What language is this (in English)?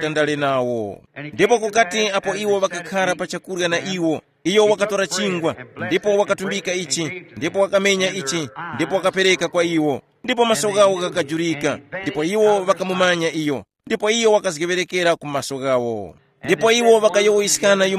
Tumbuka